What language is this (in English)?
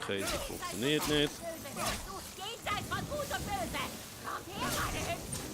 Swiss German